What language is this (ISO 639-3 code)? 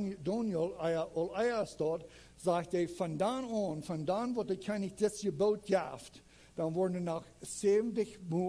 pdt